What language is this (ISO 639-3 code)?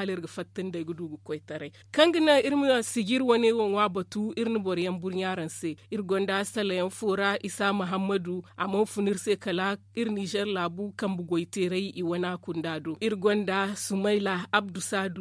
dje